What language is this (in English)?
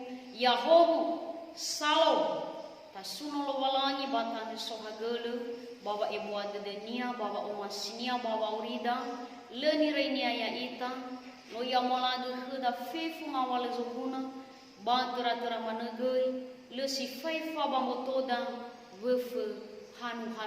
Nias